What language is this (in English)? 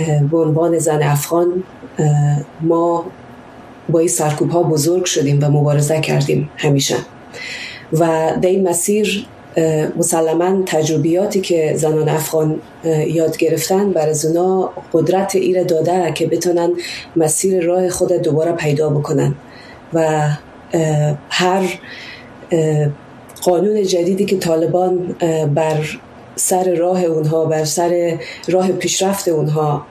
Persian